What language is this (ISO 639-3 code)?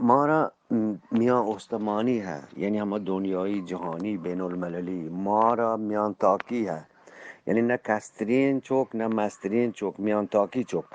bgp